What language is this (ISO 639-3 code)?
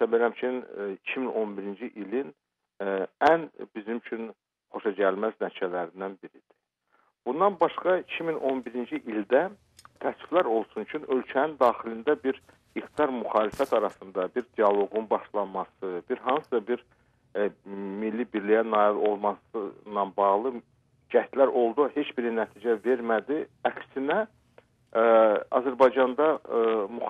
aze